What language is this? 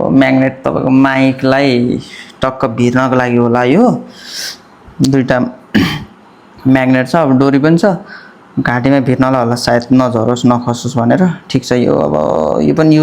Nepali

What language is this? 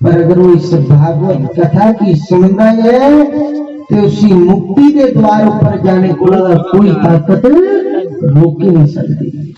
Dogri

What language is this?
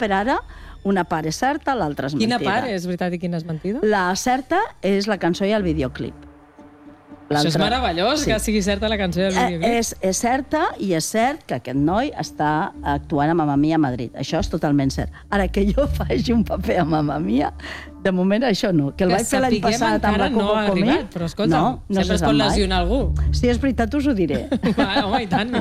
Catalan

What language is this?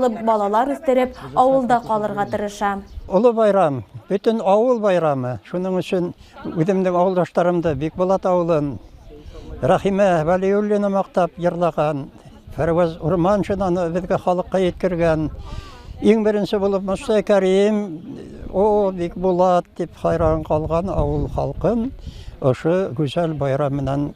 Bashkir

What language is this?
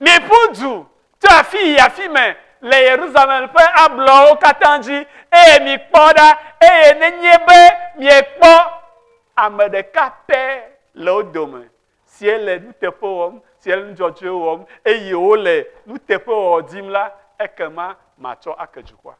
Ewe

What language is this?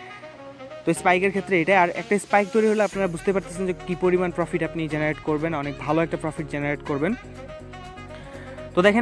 Bangla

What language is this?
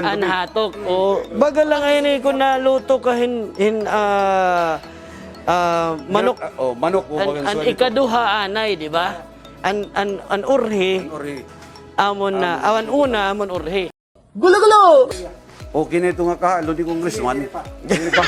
Waray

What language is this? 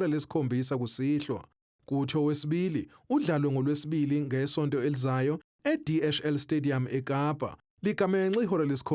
Zulu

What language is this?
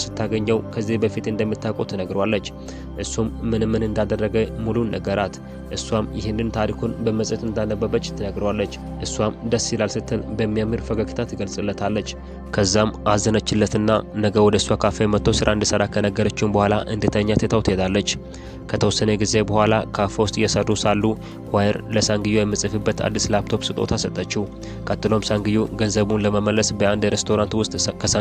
Amharic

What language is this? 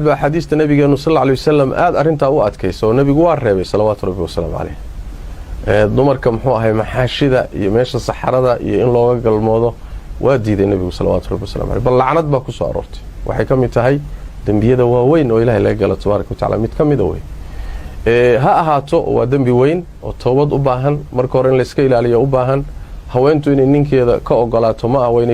Somali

